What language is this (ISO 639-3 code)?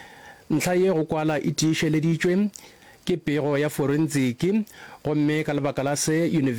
nso